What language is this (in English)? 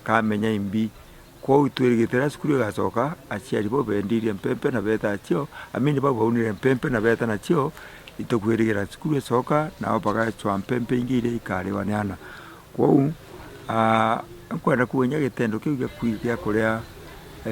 Meru